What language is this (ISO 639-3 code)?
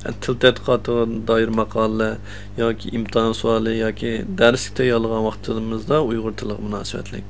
uig